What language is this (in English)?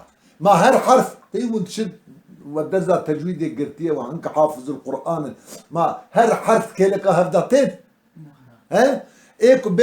Kurdish